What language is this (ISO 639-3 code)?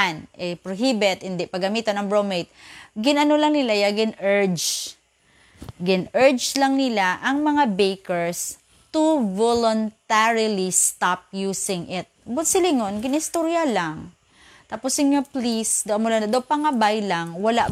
hil